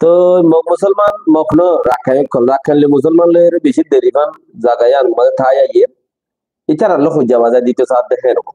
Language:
Rohingya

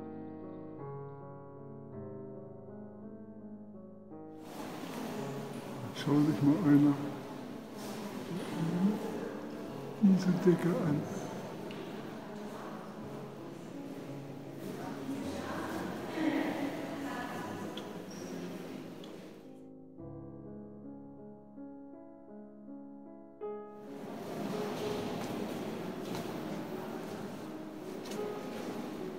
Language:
German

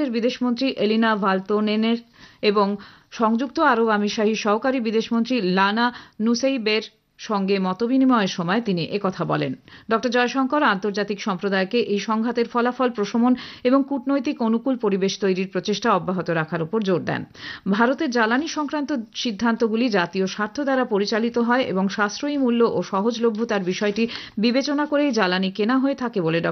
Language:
Bangla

